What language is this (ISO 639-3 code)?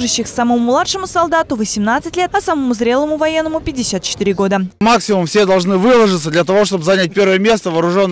rus